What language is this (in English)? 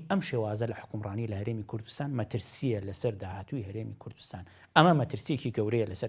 Central Kurdish